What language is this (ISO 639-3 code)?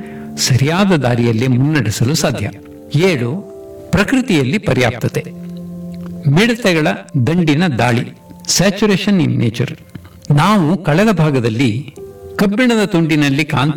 kan